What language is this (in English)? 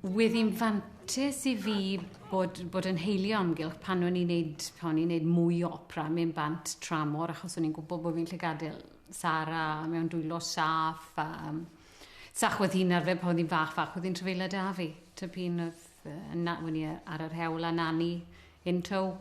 Welsh